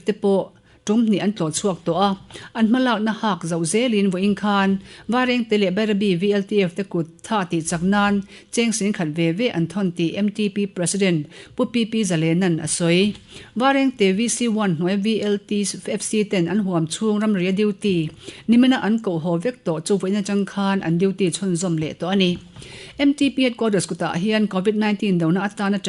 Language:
Mizo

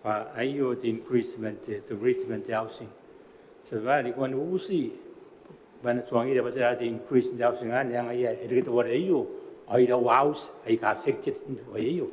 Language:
Gilbertese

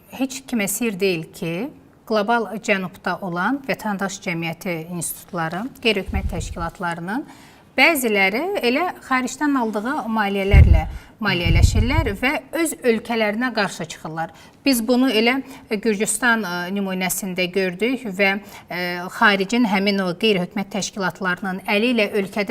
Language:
Azerbaijani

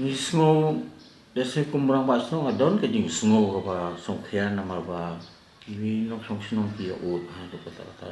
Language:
Khasi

